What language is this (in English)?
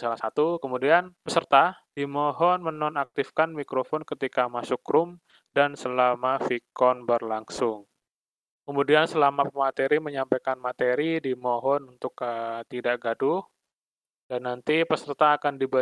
Indonesian